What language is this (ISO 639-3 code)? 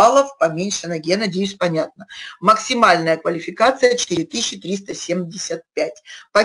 rus